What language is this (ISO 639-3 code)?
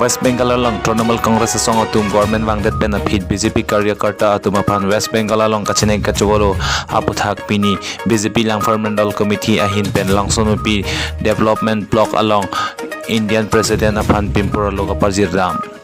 mjw